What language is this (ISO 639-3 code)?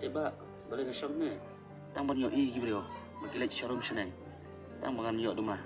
kha